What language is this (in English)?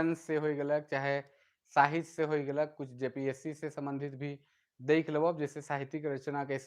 Sadri